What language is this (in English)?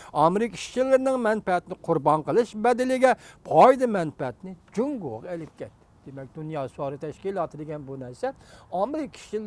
Uyghur